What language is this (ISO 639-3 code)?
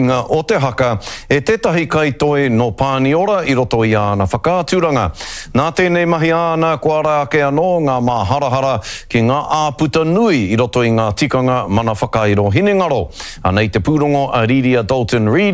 mri